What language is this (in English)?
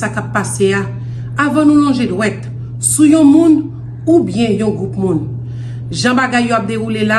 Haitian Creole